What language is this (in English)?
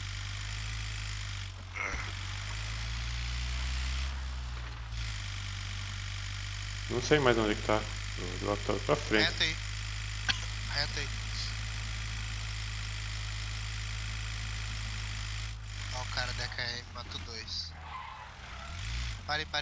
Portuguese